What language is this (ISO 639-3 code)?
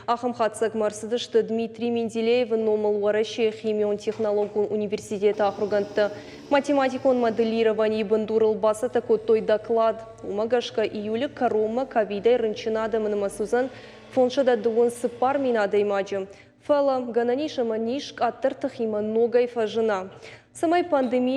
oss